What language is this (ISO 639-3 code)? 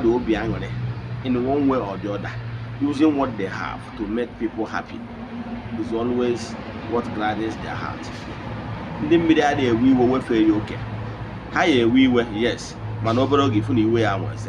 ibo